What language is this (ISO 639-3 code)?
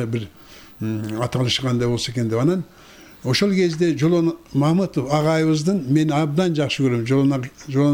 kir